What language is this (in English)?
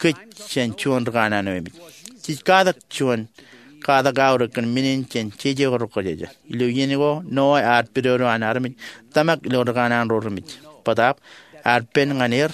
Marshallese